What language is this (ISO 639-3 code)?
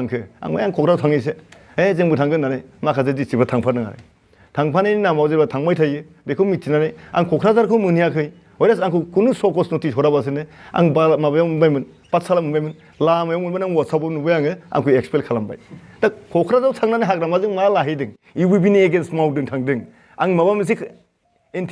brx